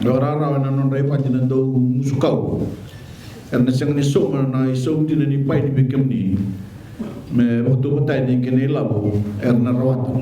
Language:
Fijian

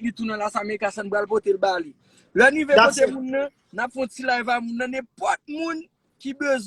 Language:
Haitian Creole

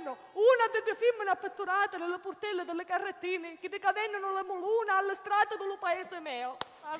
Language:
Sicilian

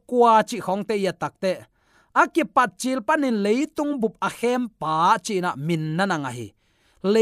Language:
Tedim Chin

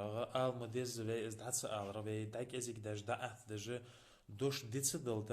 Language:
Ingush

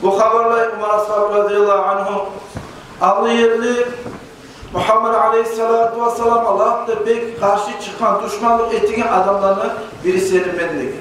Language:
Kumyk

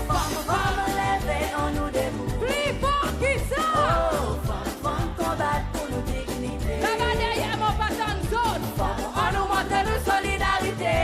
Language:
Seselwa Creole French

